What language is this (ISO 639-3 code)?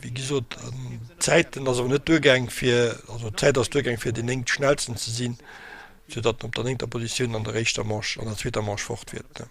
ltz